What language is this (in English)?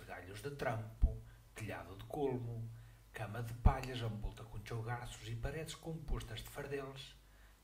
Mirandese